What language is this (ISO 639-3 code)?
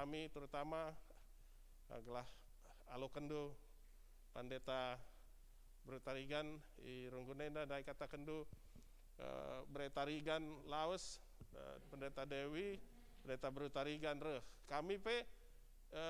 btx